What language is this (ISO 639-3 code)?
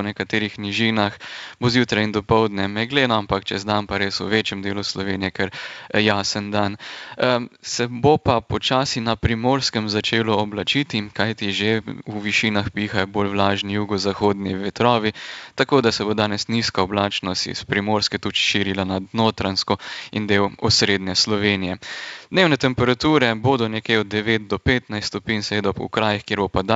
slv